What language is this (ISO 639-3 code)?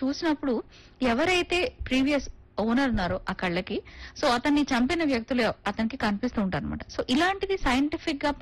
tel